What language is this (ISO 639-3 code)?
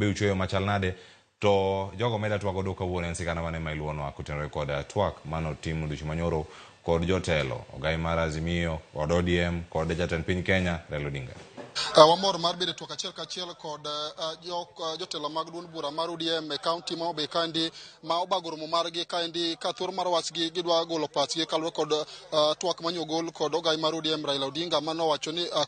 luo